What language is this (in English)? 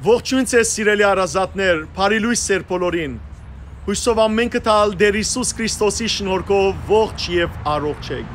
Western Armenian